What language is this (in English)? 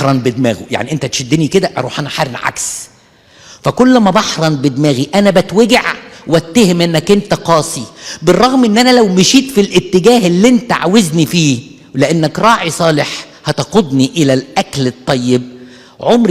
Egyptian Arabic